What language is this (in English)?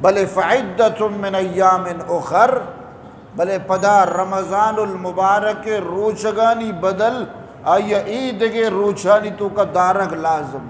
Eastern Balochi